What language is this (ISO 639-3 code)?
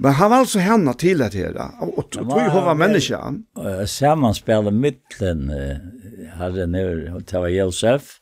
fao